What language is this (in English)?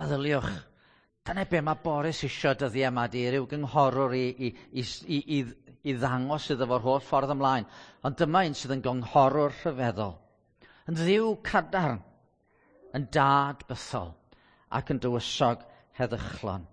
Welsh